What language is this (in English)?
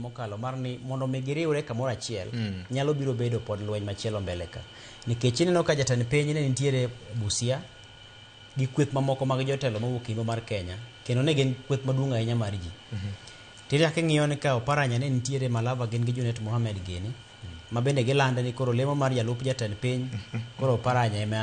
Luo (Kenya and Tanzania)